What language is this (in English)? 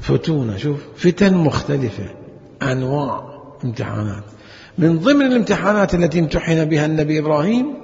Mesopotamian Arabic